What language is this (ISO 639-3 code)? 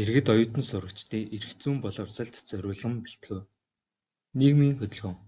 mon